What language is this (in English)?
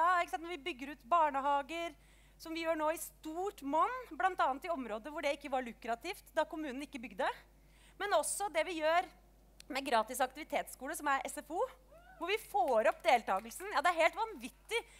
Norwegian